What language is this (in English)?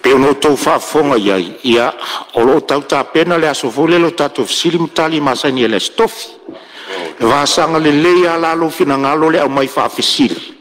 Samoan